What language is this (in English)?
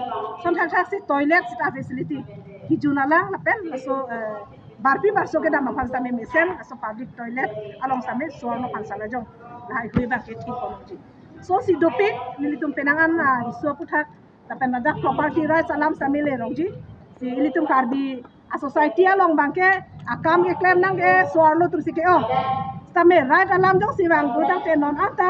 Karbi